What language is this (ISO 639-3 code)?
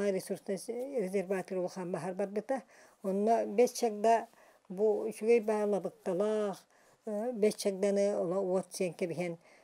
sah